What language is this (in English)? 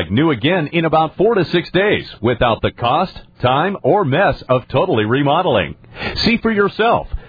English